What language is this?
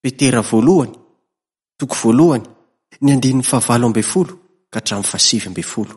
Malagasy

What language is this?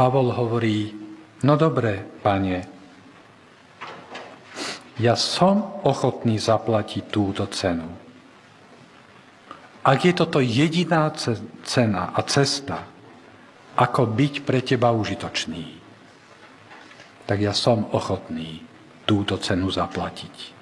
Slovak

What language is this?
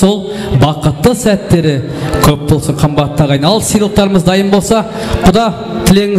Kara-Kalpak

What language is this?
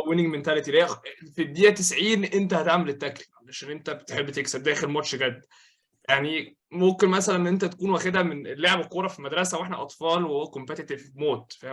Egyptian Arabic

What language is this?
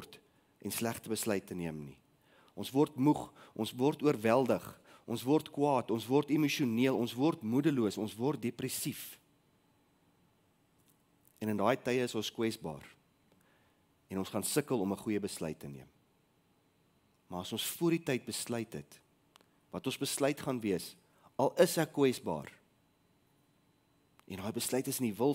Afrikaans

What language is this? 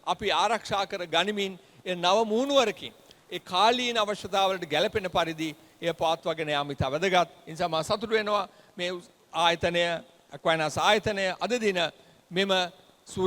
Sinhala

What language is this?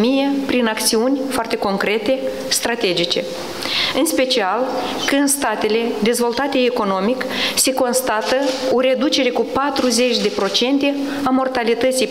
Romanian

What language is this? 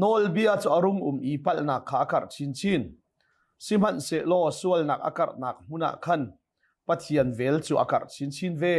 Hakha Chin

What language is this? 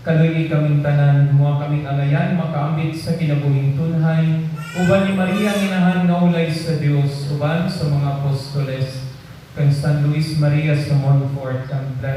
Cebuano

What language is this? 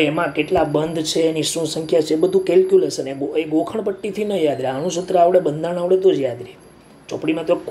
Gujarati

